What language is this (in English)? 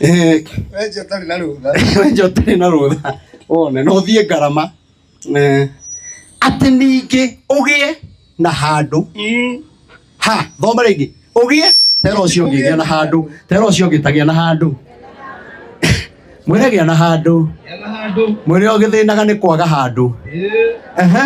Kikuyu